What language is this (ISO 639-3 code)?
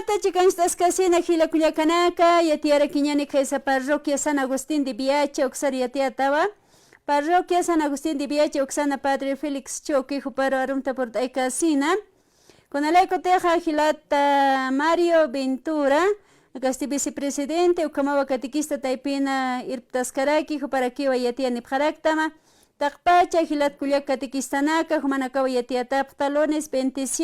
aym